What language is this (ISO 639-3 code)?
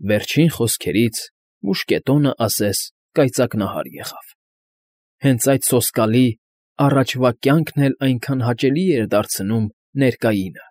hye